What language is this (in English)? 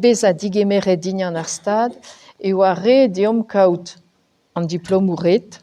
Breton